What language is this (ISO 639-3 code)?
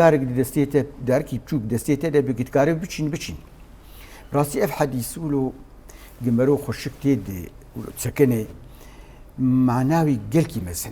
kur